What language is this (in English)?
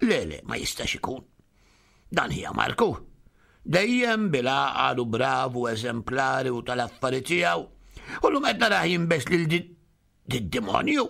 Maltese